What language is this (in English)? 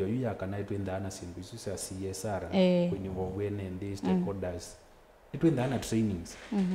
Kamba